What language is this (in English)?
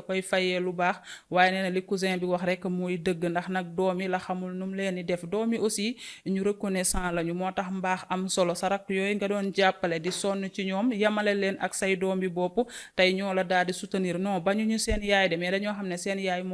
Wolof